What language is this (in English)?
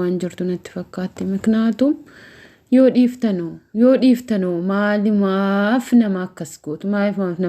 Oromo